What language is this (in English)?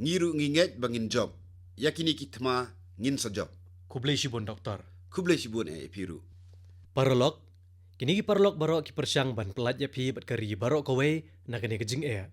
Khasi